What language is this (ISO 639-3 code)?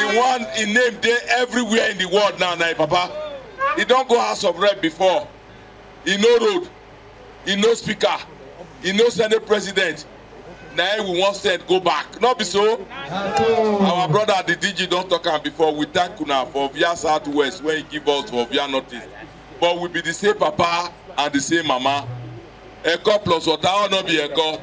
pcm